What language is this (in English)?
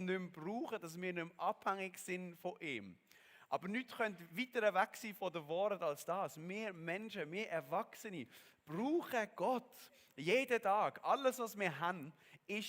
Swiss German